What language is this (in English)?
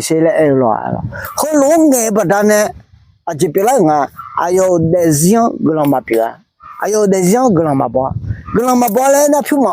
Akha